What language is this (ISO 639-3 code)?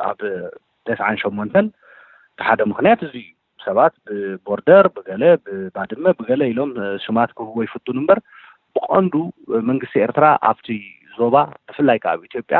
tir